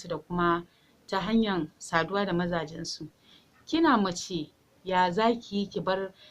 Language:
Hausa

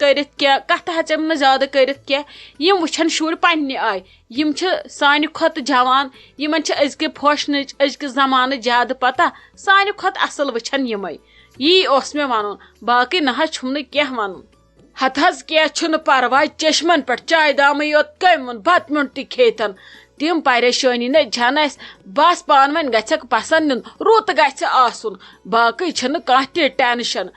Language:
Kashmiri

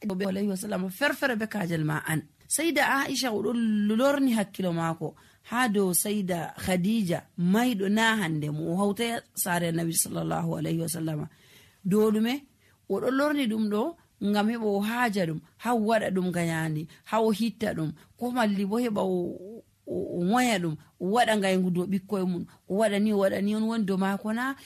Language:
Nigerian Fulfulde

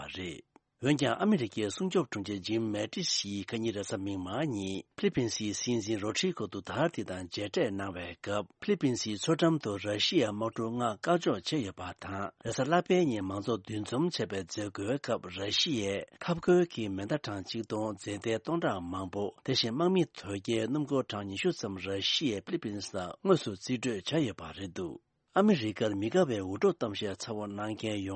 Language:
Tibetan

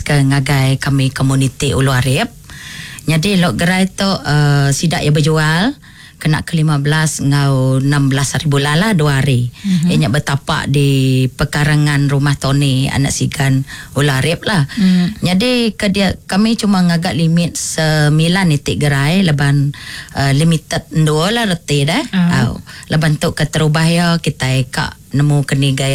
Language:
Iban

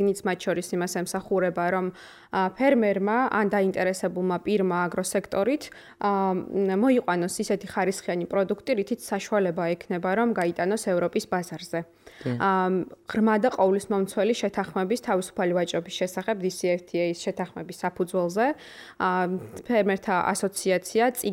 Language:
Georgian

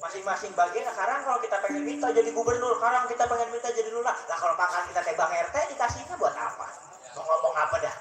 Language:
Betawi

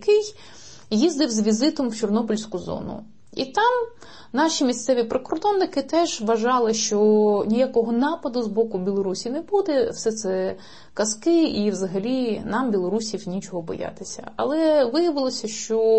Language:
Ukrainian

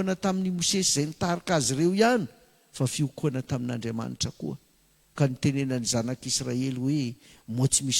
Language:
Malagasy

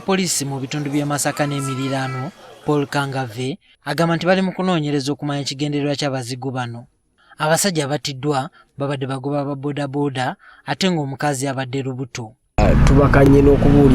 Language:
Ganda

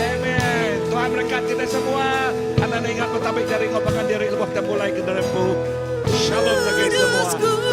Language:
Iban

